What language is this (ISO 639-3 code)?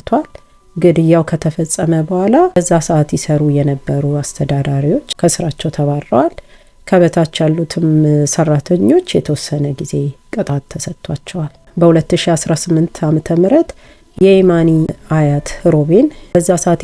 amh